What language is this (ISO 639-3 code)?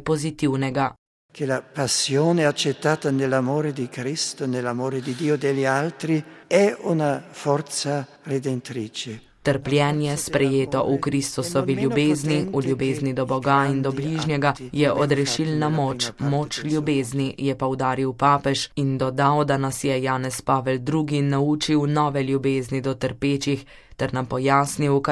slv